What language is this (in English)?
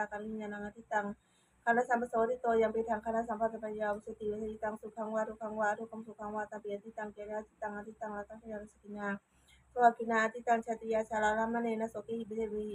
Pali